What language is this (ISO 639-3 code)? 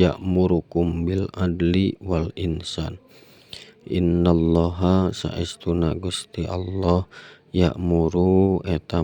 sun